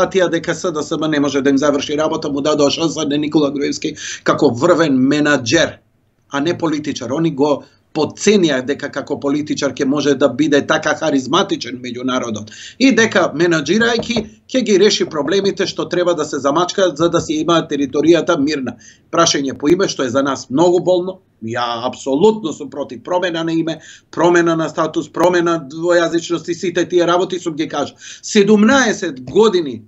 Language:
Macedonian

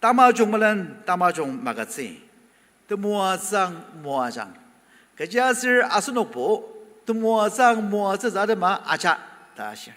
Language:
Ao Naga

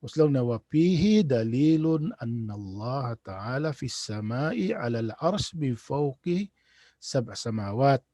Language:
Tausug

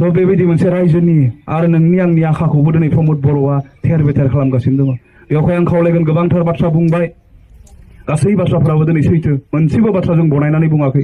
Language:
Bodo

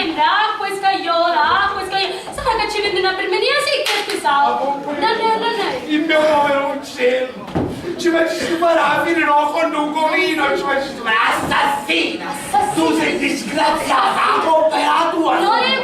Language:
Sicilian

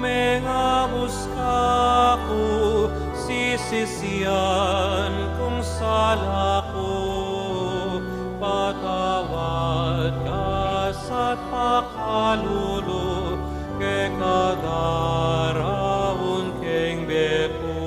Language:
Pampanga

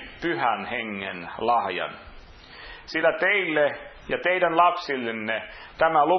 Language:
Finnish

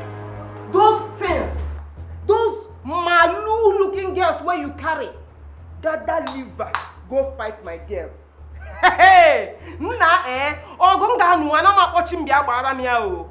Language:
Nigerian Pidgin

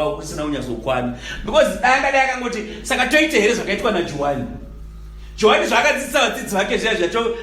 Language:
Shona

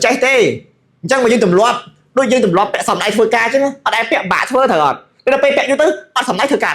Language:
Khmer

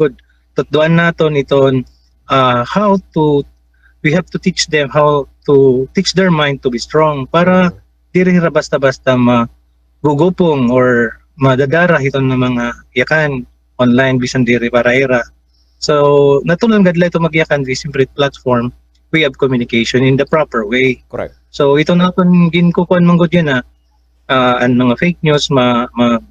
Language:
Waray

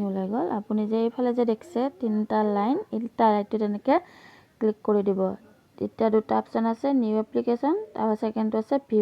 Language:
Assamese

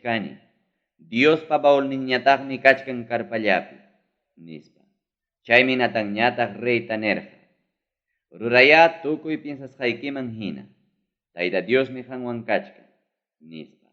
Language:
Ayacucho Quechua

